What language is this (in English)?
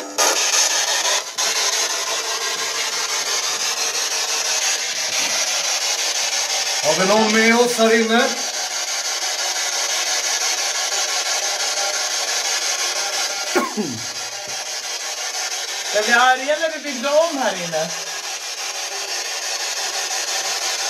Swedish